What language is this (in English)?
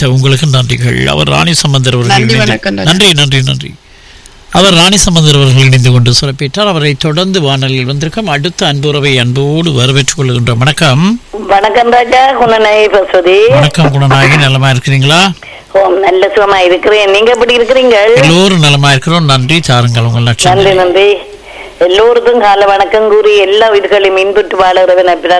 Tamil